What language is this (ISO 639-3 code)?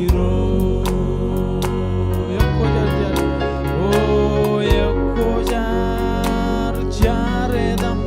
mah